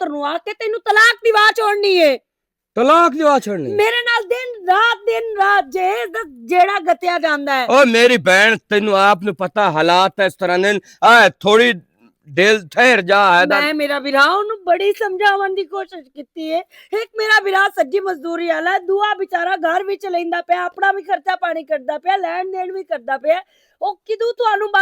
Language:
Western Panjabi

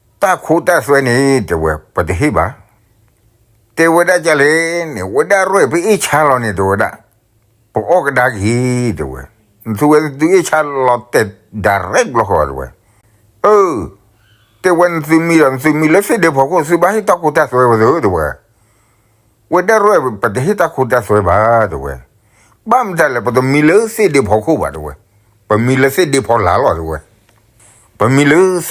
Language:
S'gaw Karen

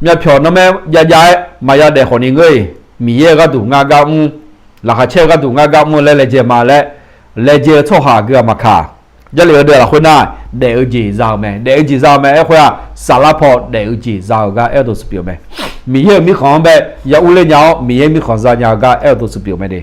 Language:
Akha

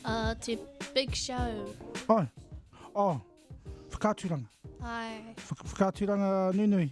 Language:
Māori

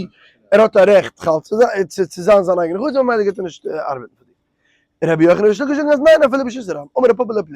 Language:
Yiddish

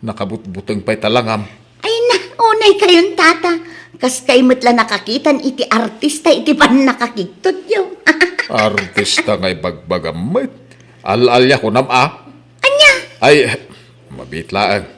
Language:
Iloko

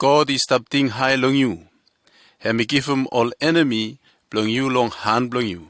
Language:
Bislama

